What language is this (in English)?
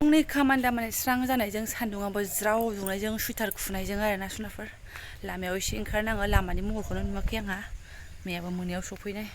Bodo